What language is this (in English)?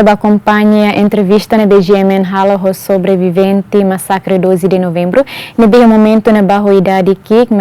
Tetum